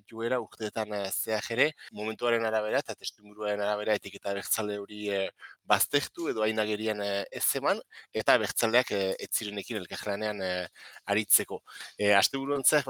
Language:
Basque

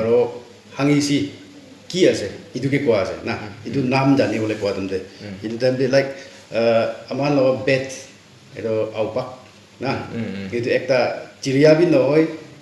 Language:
Naga Pidgin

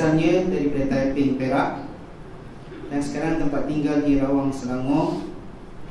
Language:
Malay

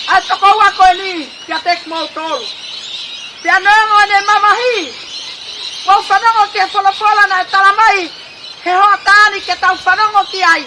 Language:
Tongan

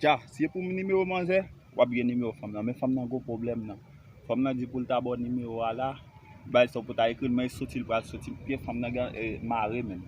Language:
Haitian Creole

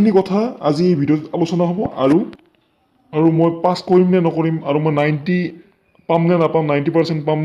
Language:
Assamese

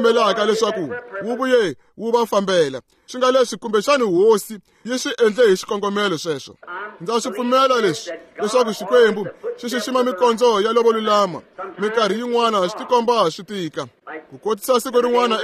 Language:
Tsonga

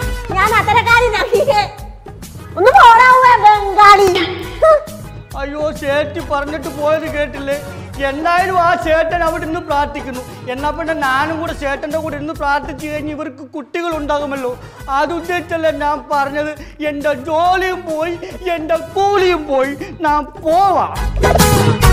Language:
Malayalam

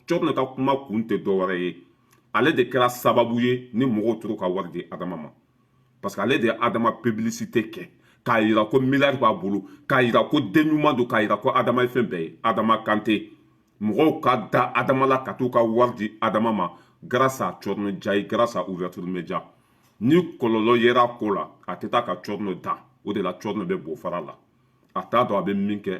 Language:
Bambara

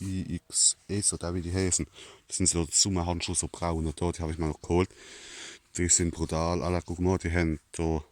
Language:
Palatine German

